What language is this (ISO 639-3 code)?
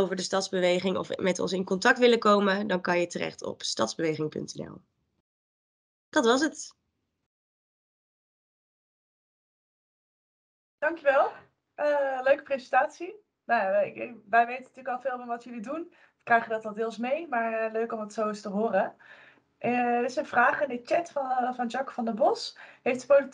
nld